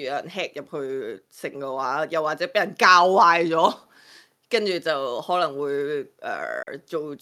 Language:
Cantonese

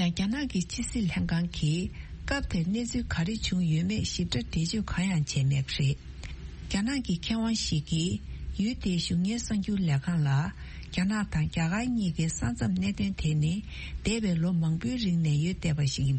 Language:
Tibetan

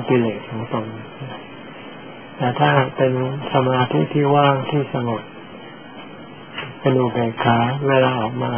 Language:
Thai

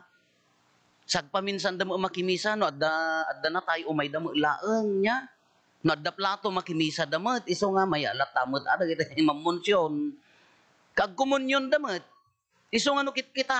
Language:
Iloko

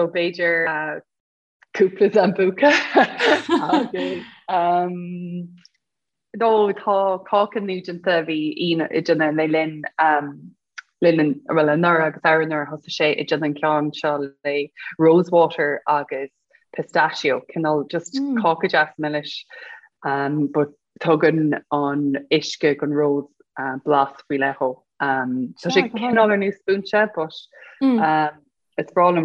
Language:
Irish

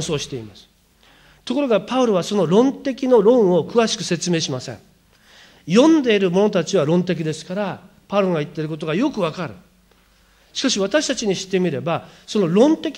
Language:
Japanese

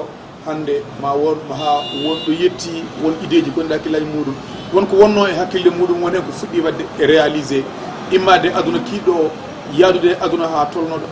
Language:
Fula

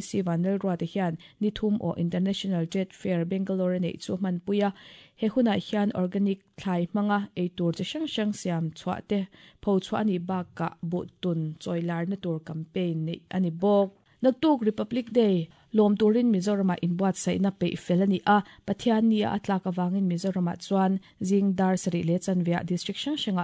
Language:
Mizo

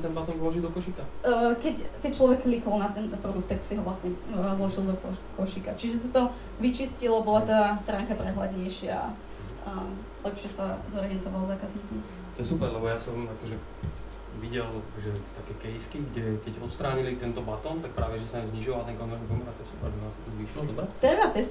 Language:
Slovak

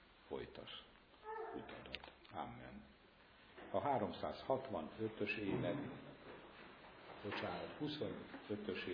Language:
Hungarian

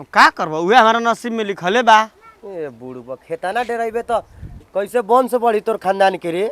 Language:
Bhojpuri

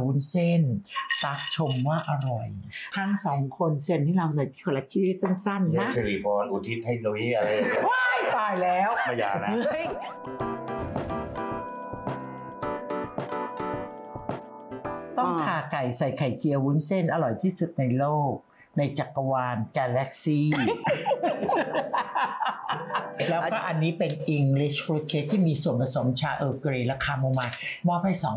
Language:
Thai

